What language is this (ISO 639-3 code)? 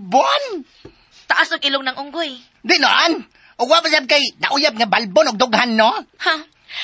ceb